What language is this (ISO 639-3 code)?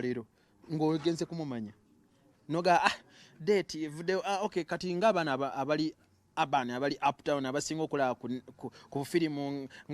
lug